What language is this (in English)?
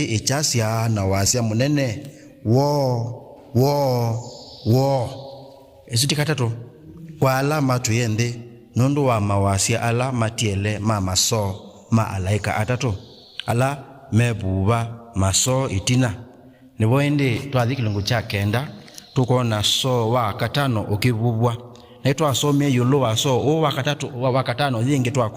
Kamba